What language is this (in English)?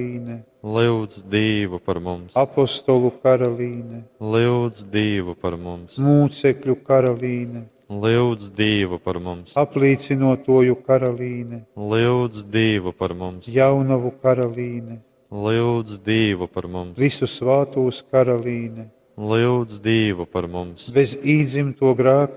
Latgalian